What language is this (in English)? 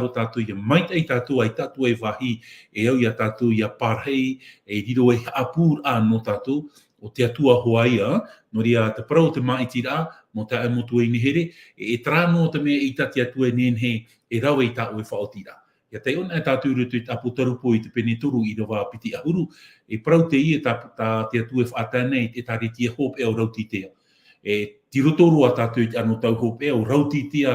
Tahitian